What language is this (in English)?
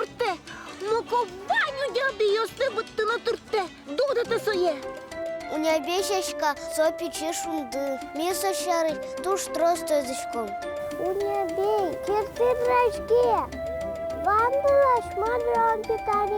Udmurt